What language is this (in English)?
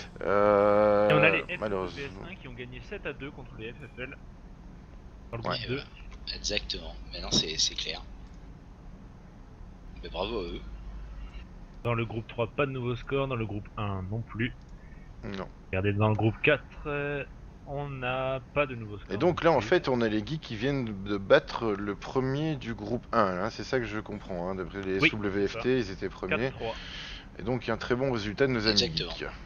French